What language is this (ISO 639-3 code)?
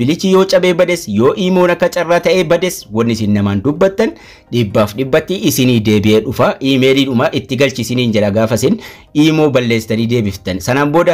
orm